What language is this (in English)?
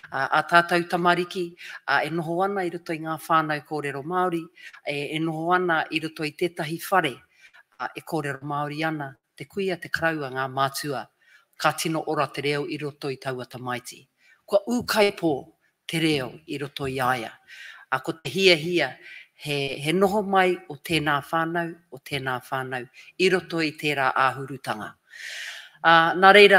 Māori